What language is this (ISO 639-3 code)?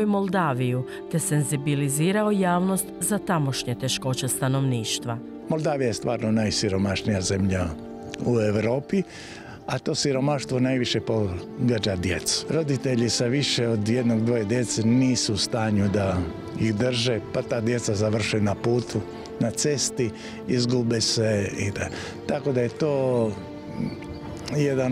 hrv